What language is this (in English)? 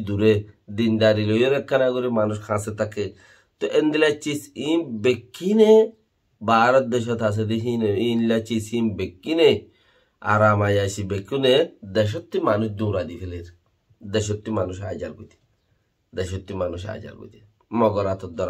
Rohingya